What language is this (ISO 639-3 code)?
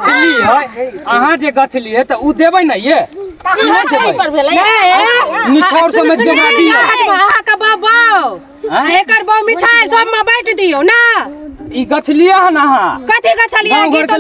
mai